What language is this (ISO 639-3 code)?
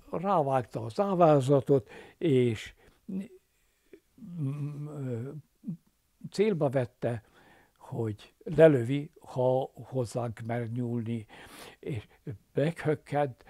hun